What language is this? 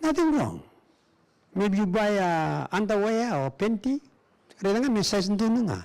Fijian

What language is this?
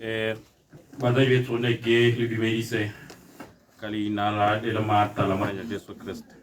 Tswana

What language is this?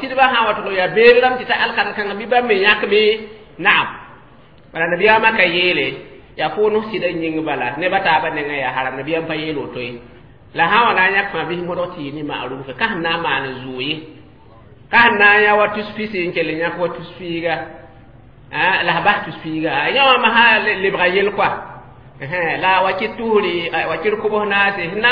Mossi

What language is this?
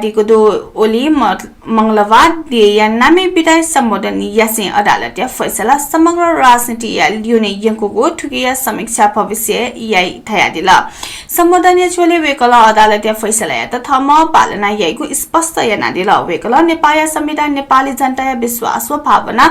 Newari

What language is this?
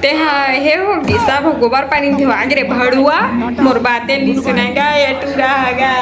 Chhattisgarhi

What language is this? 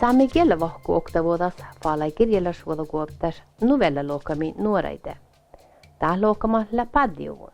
Northern Sami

